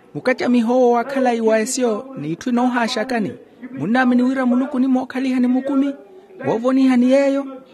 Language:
Makhuwa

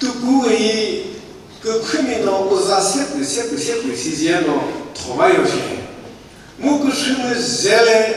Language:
Chokri Naga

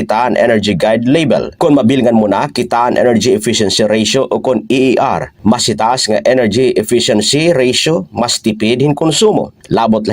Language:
Waray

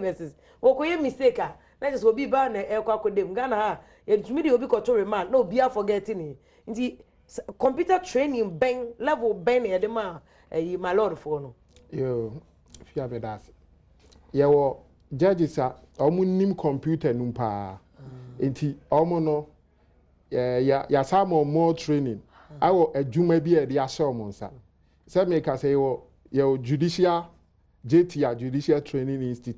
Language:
Akan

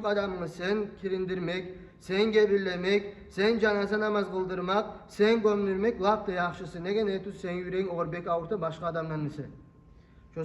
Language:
Kumyk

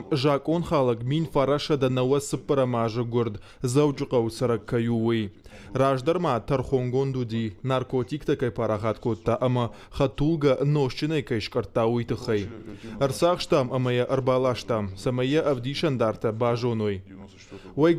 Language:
Ossetic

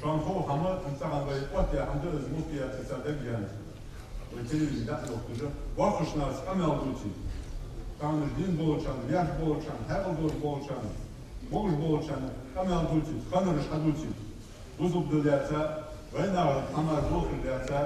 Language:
Ingush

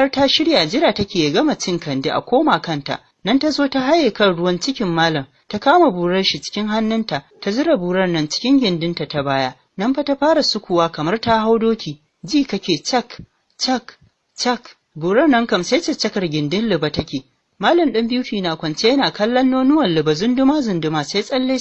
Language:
Hausa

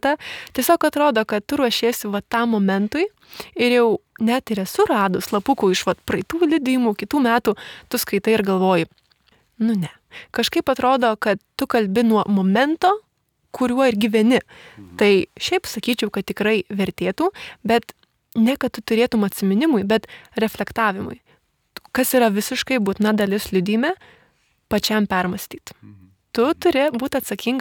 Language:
Lithuanian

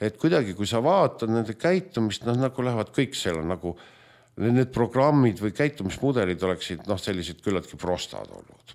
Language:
Estonian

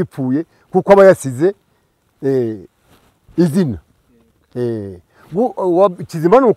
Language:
Kinyarwanda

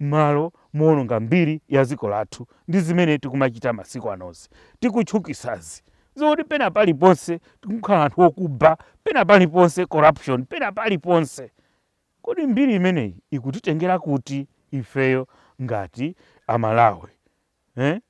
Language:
Nyanja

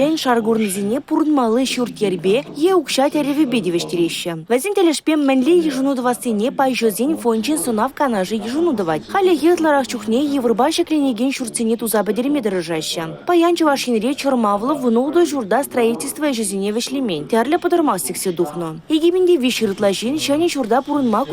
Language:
Chuvash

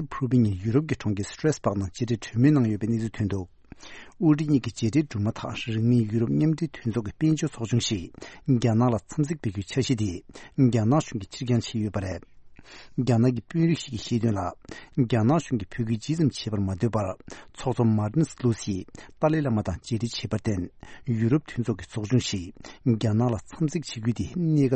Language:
Tibetan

